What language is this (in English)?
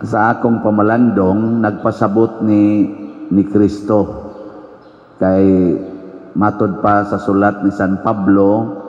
Cebuano